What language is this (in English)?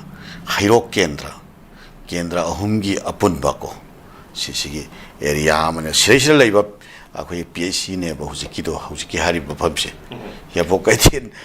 Manipuri